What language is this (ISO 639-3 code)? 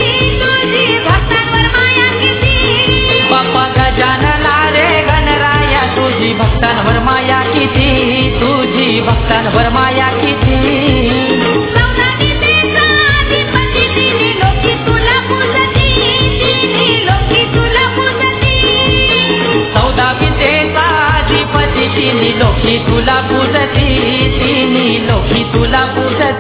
mar